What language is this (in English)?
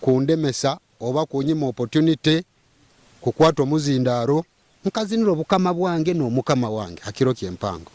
Nyoro